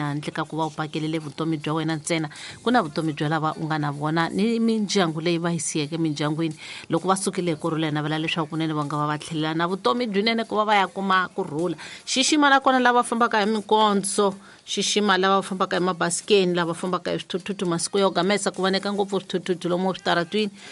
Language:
Tsonga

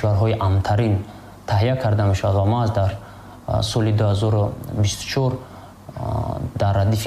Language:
Tajik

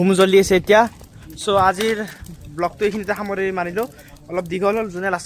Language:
Assamese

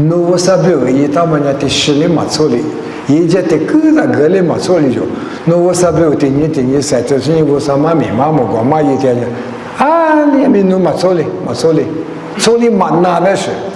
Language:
Lisu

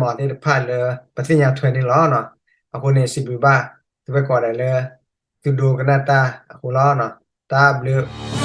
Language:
S'gaw Karen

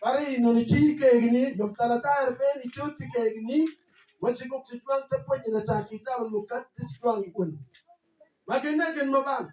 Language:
Mabaan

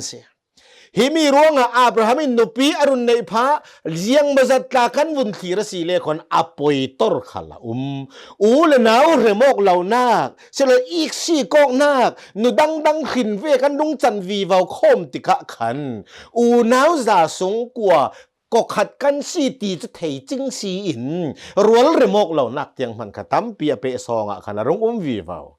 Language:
Hakha Chin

